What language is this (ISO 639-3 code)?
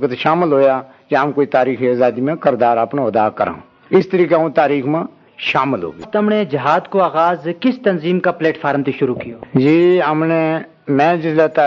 gju